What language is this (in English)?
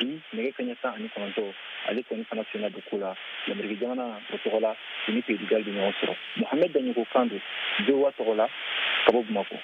Bambara